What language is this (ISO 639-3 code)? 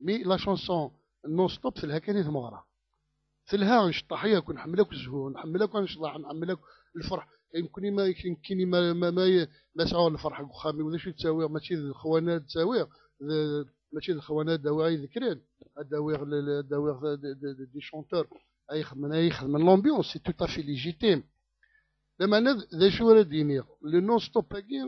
kab